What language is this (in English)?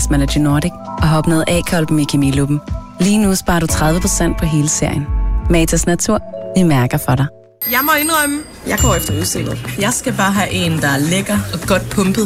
Danish